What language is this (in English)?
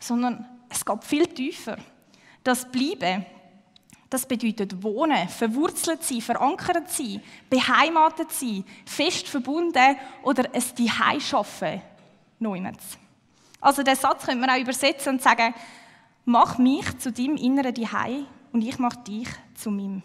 Swiss German